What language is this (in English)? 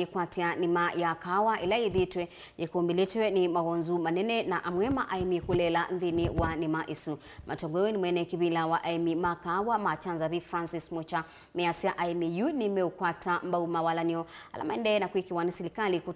Kamba